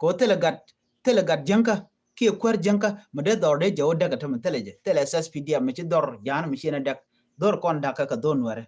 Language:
Nuer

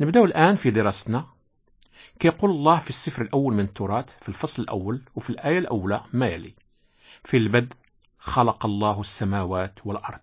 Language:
Moroccan Arabic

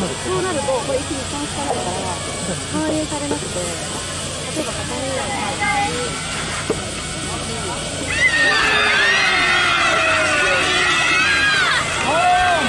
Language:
Japanese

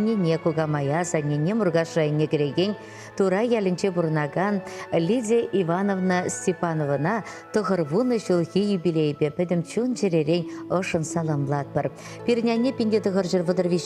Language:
Chuvash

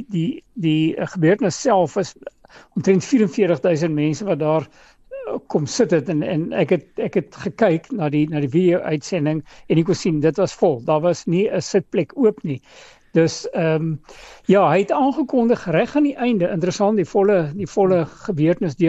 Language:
Afrikaans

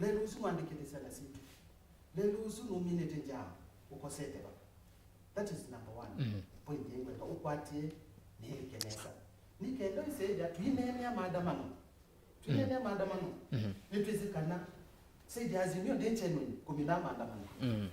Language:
Kamba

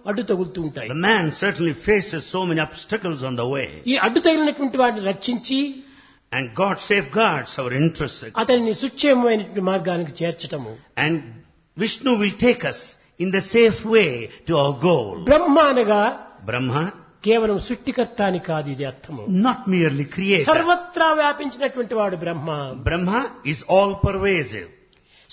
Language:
Telugu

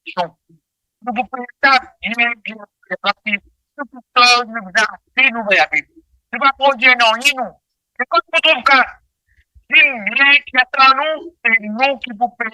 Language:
Morisyen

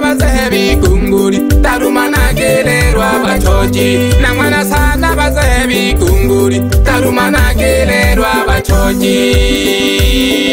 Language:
Swahili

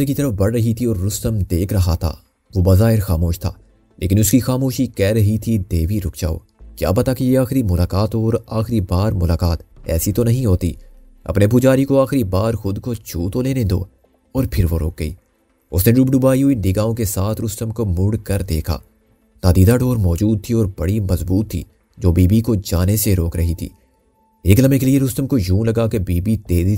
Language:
Urdu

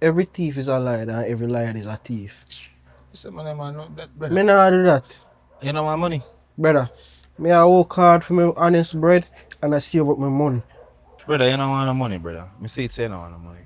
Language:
Jamaican Creole English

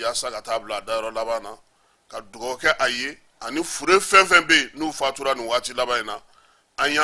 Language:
Bambara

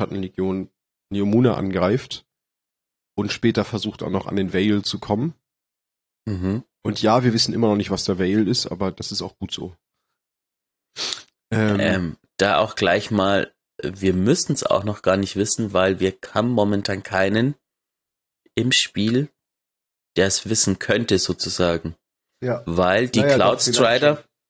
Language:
German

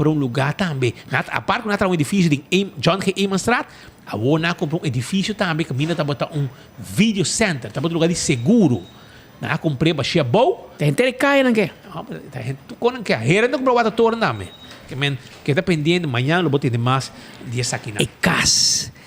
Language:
Papiamento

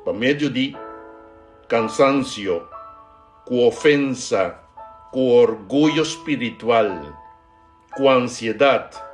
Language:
Papiamento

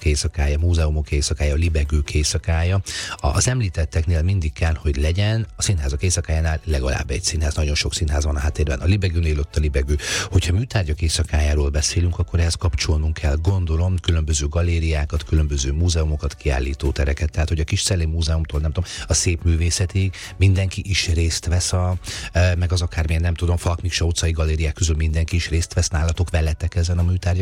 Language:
Hungarian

